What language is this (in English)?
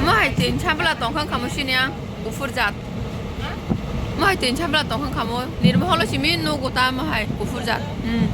Kok Borok